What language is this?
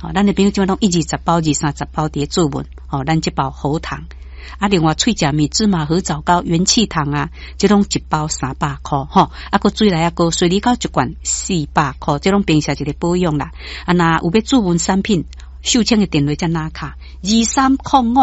Min Nan Chinese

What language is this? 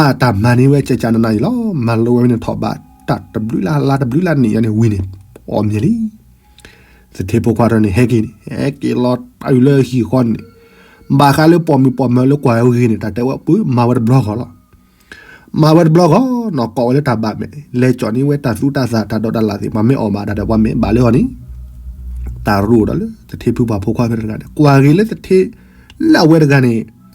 S'gaw Karen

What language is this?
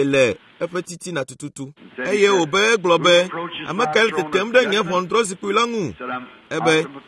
Ewe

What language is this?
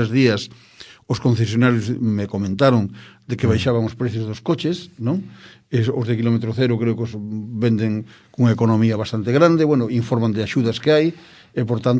Galician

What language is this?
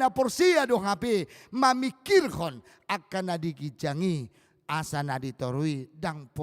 Batak Toba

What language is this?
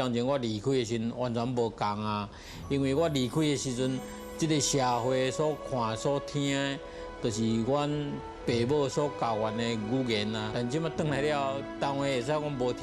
Min Nan Chinese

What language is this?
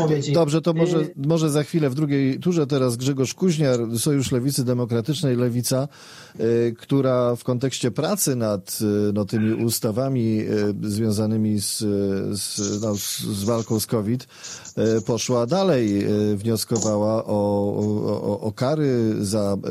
Polish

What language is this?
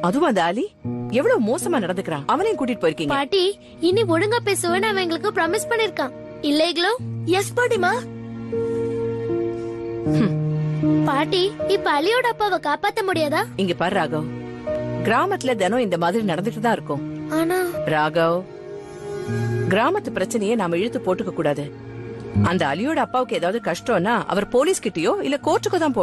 Tamil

